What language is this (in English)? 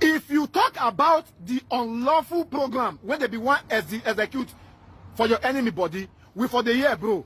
Nigerian Pidgin